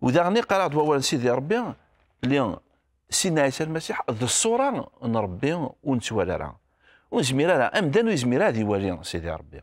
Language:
Kabyle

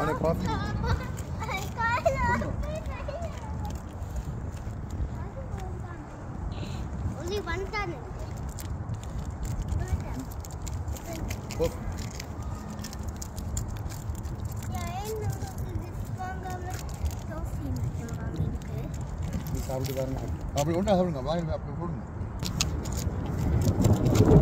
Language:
Tamil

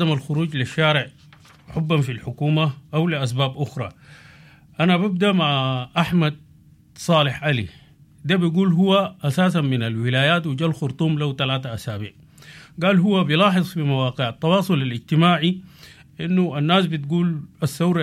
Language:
Sudanese Arabic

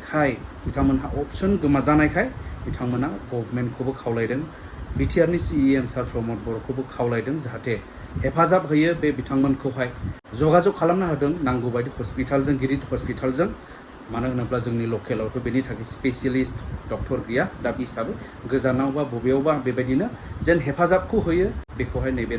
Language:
Bodo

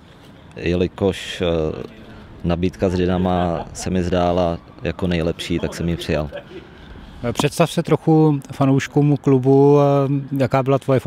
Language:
Czech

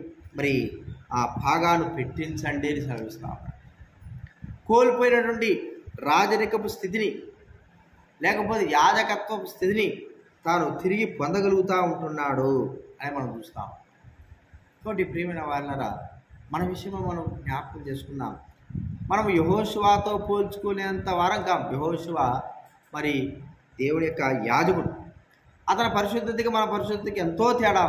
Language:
Telugu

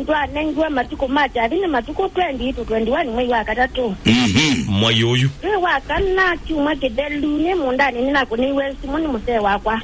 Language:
Kamba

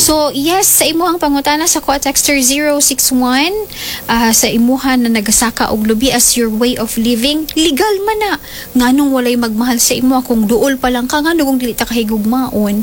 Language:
Cebuano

